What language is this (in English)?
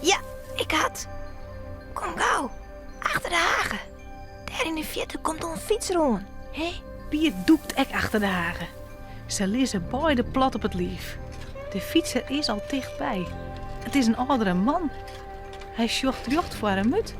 Western Frisian